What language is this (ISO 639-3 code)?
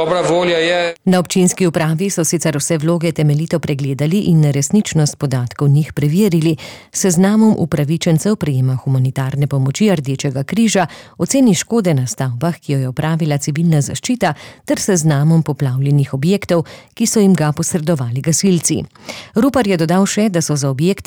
slv